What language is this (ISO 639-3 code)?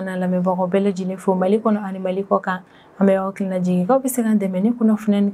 bam